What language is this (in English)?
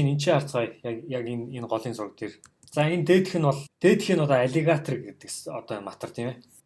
Mongolian